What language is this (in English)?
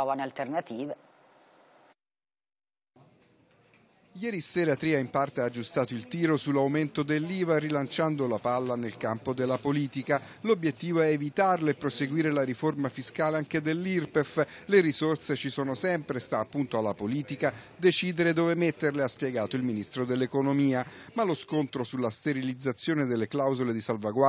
Italian